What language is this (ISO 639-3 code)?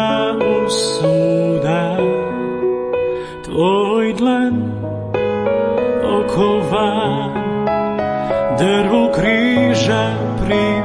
hrv